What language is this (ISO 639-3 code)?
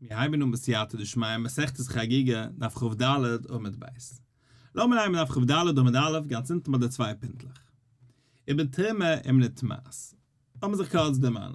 yid